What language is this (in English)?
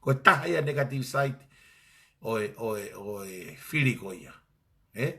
Tongan